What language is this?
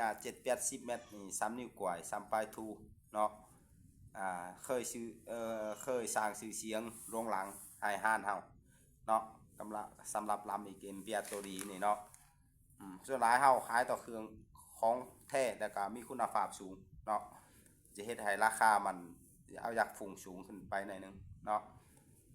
Lao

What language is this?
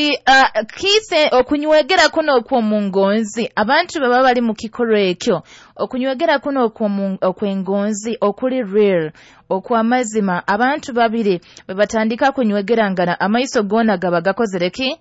Nyoro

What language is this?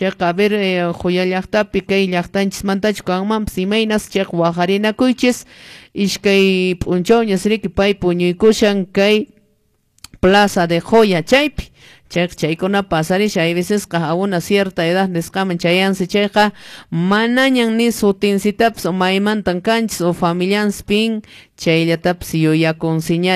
Quechua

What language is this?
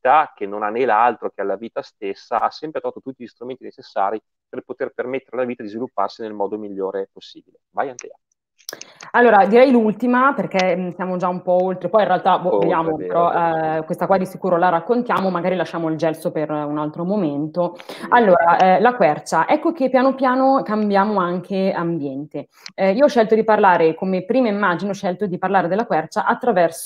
Italian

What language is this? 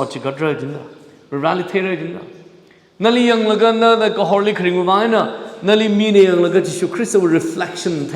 Tangkhul Naga (India)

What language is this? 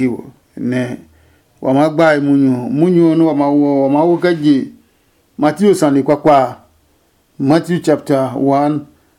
Adangme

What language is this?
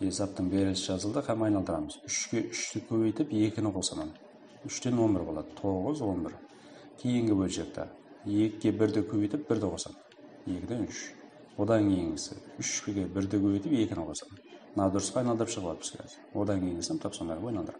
Kara-Kalpak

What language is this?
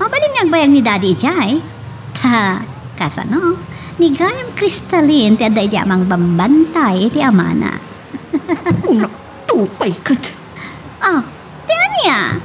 Iloko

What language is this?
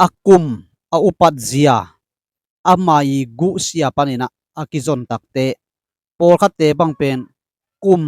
Tedim Chin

